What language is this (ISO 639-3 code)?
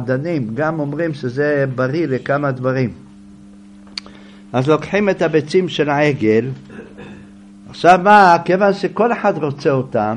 heb